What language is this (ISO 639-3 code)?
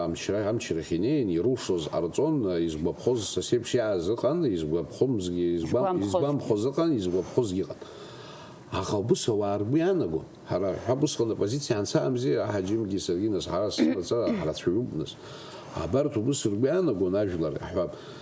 abk